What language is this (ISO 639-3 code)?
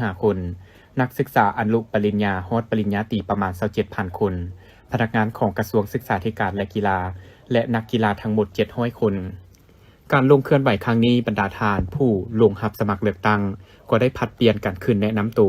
lao